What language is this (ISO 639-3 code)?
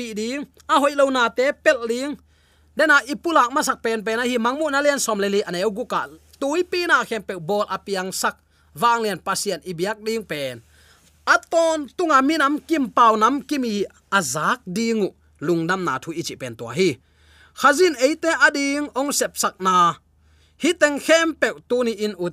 ctd